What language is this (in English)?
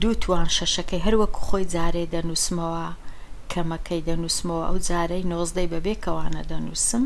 Central Kurdish